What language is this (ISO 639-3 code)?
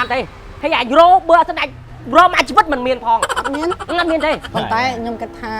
khm